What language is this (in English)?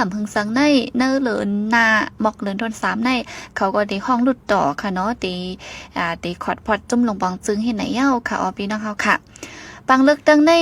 Shan